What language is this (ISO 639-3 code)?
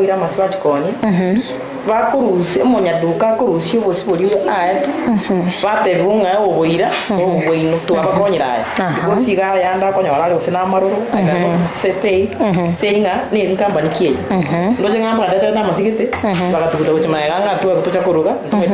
guz